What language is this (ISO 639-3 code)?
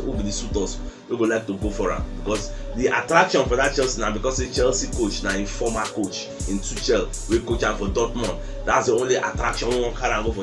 pcm